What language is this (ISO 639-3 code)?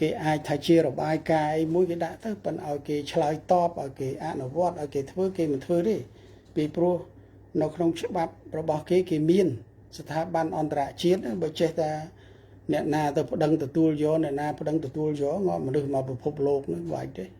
khm